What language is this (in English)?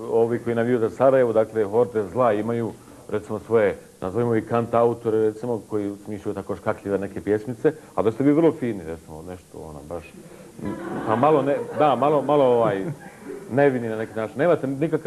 Bosnian